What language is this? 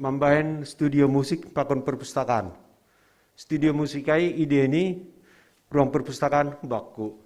Batak Simalungun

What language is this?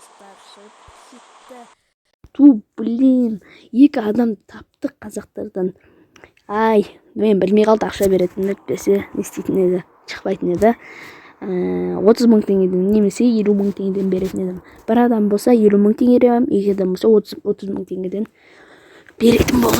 Kazakh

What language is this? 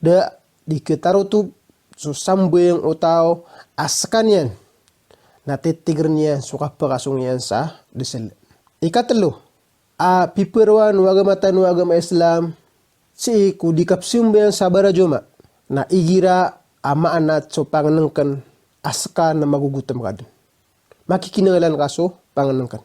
Maranao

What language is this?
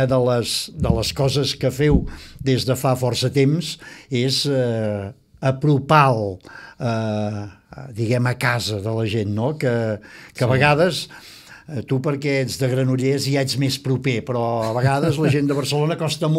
Catalan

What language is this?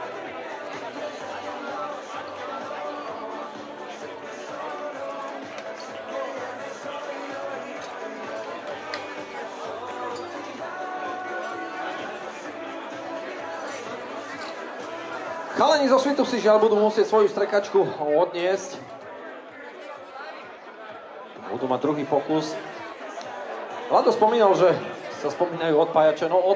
Slovak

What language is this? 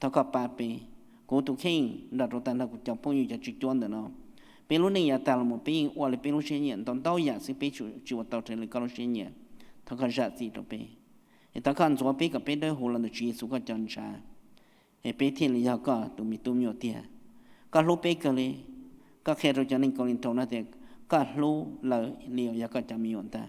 Hmong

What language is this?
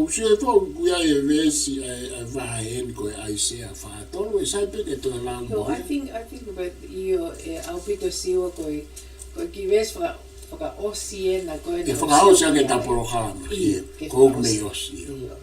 Tongan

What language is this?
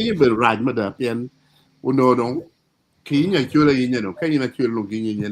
Acoli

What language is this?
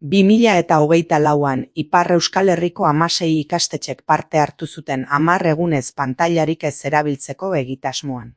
Basque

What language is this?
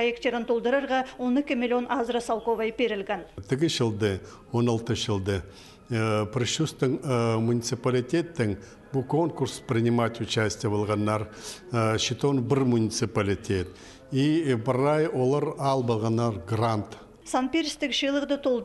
Khakas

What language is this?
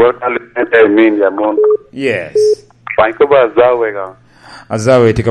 Lango (Uganda)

